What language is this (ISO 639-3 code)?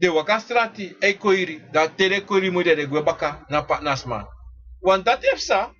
srn